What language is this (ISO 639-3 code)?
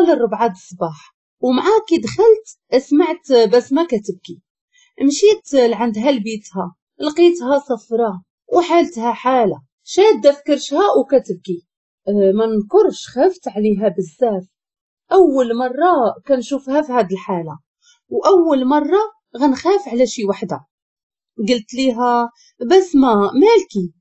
ary